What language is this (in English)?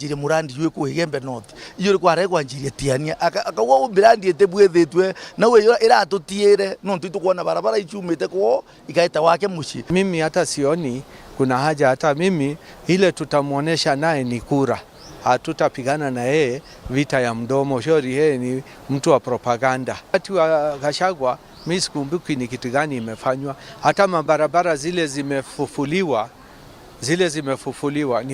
Meru